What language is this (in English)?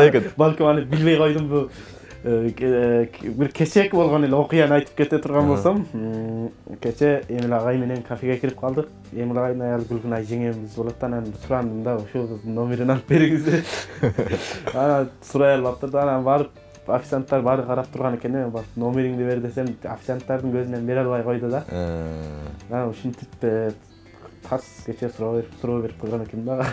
Kyrgyz